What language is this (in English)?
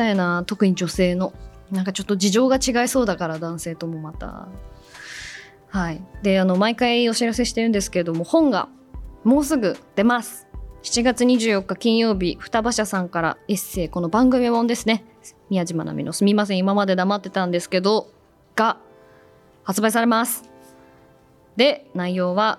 Japanese